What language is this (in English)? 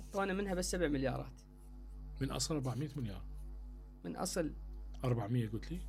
Mesopotamian Arabic